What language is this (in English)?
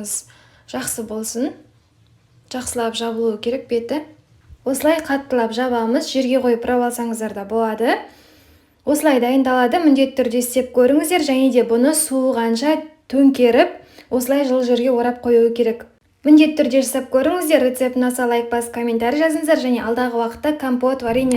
Kazakh